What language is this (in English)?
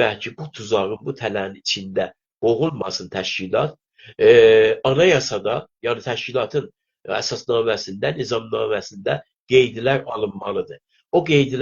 South Azerbaijani